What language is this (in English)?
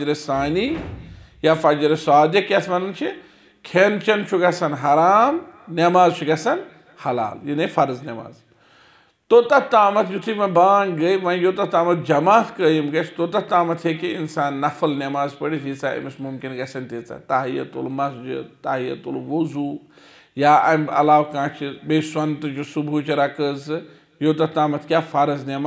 Kashmiri